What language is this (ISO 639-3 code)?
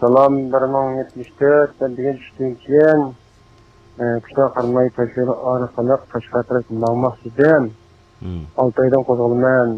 uig